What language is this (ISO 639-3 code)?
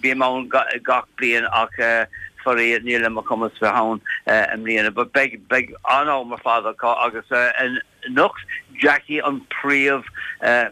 gle